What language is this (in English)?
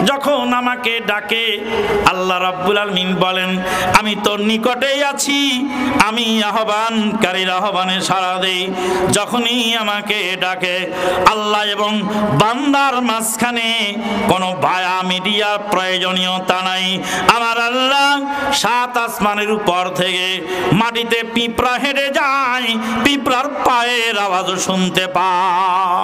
Bangla